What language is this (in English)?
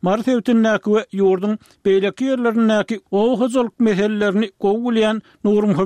Turkmen